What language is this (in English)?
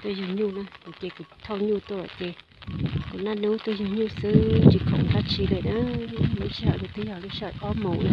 Hmong